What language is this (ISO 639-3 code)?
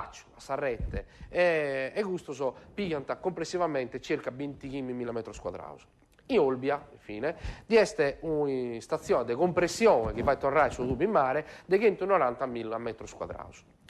srd